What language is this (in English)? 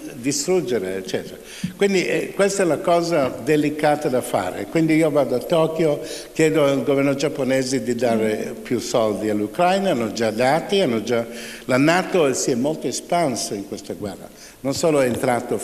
Italian